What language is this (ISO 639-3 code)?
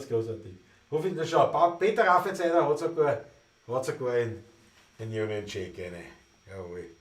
bar